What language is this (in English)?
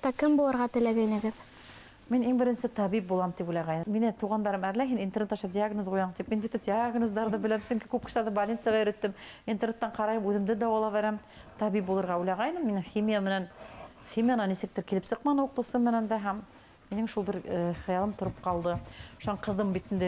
Bashkir